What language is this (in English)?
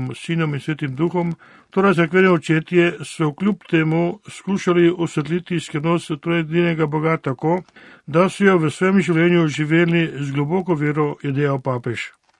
Slovenian